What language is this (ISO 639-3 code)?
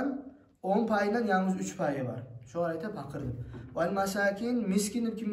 kum